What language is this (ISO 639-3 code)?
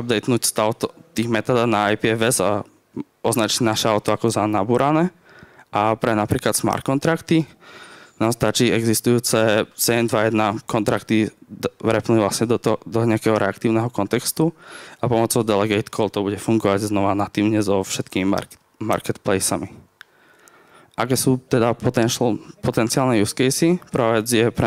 slk